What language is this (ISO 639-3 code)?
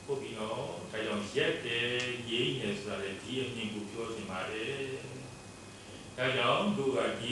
mya